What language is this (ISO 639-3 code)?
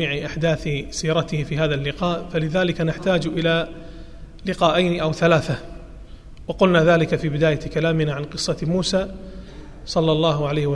ara